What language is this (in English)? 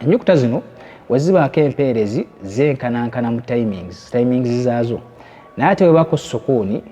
Ganda